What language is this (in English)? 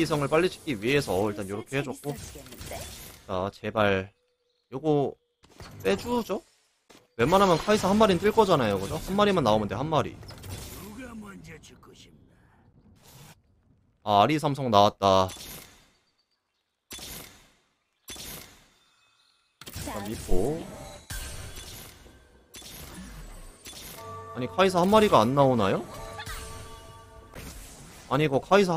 Korean